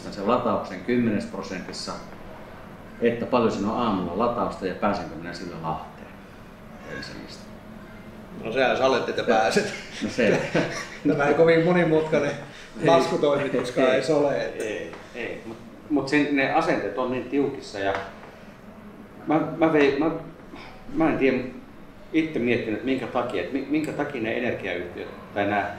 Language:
Finnish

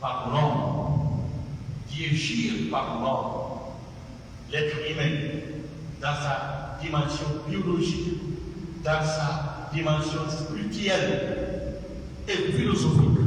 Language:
Pular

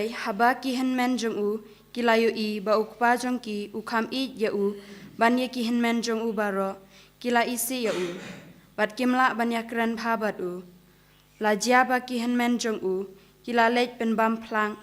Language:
Khasi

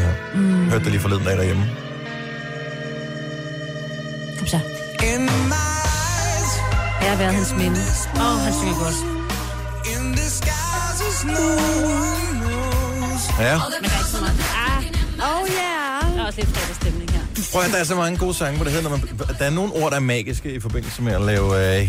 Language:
Danish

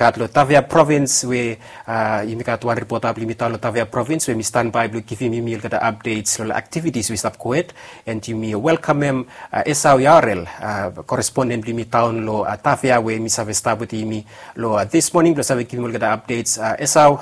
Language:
Bislama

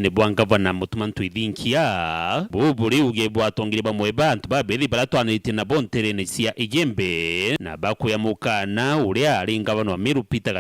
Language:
Meru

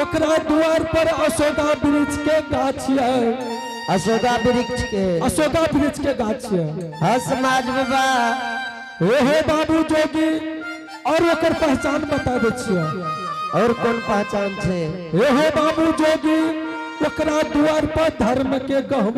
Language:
Angika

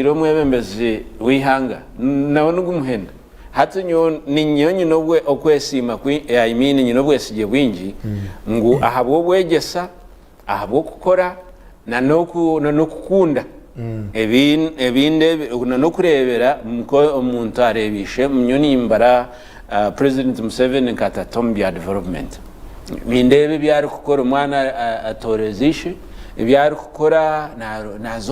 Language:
Nyankole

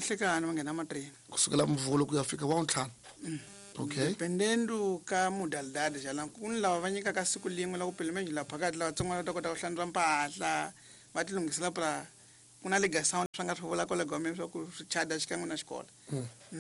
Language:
Tsonga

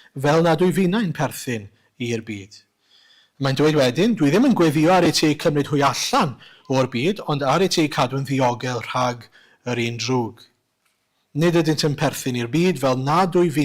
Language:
Welsh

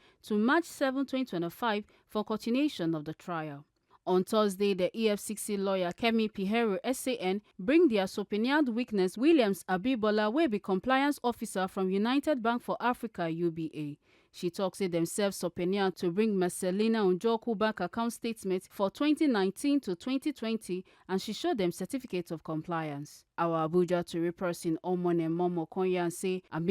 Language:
Nigerian Pidgin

